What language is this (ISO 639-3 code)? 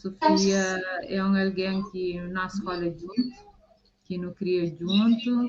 kea